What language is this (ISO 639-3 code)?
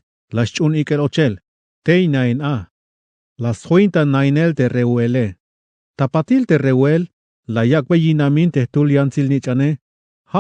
tzh